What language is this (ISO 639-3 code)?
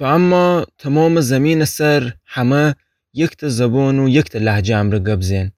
glk